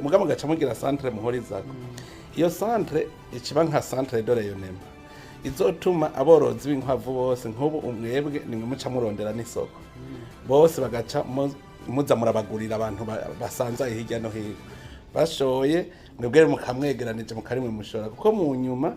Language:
Rundi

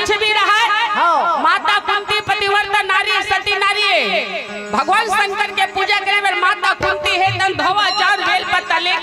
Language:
Chhattisgarhi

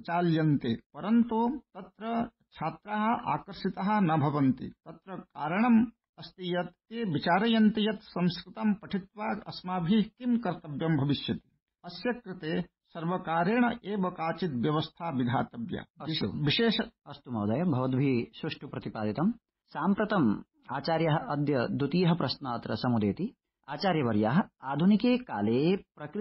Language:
Sanskrit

